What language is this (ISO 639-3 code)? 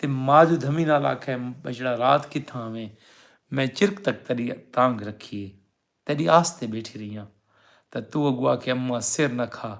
skr